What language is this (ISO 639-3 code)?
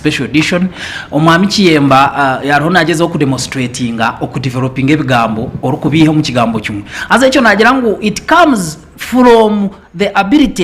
nyn